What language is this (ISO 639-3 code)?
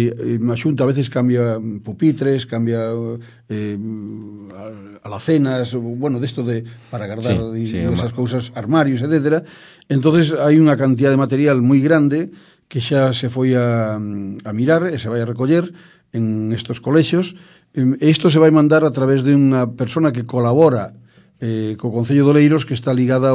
glg